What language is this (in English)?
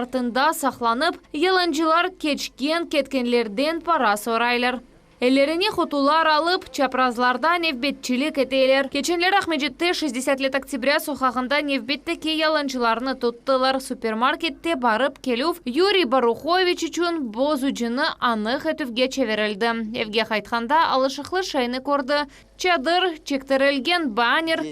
Crimean Tatar